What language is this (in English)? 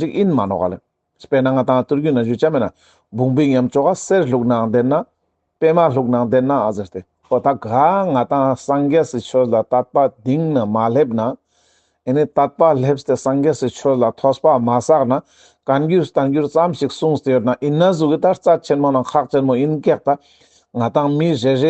Ladakhi